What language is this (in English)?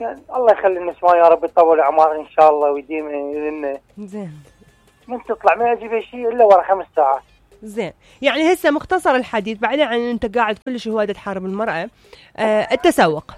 Mesopotamian Arabic